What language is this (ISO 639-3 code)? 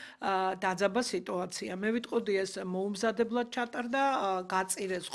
kat